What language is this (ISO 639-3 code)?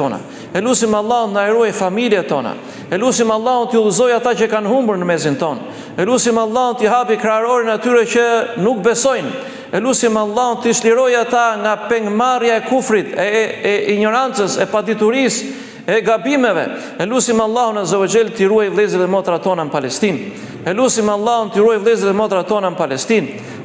sqi